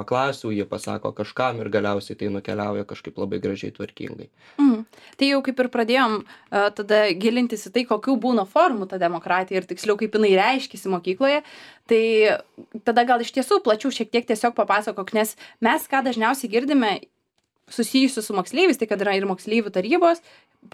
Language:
Lithuanian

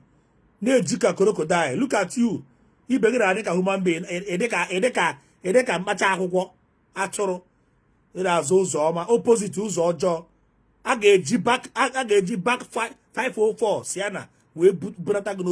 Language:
Igbo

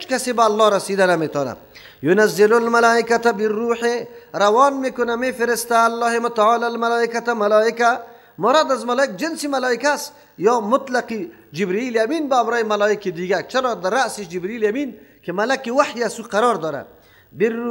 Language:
Persian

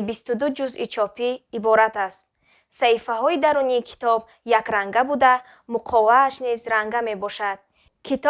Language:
Tajik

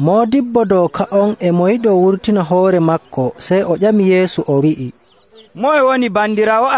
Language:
Nigerian Fulfulde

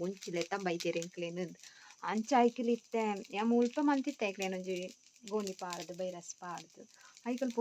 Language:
Tulu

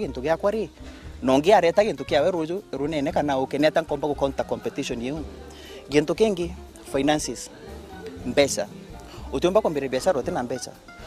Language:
Meru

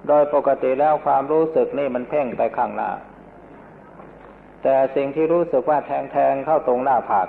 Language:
Thai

